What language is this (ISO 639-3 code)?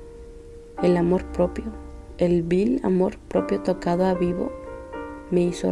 spa